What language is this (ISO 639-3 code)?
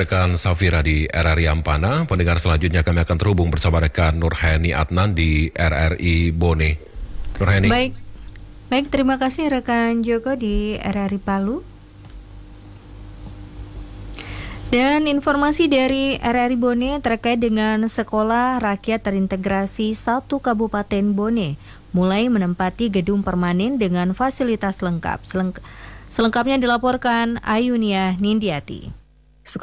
ind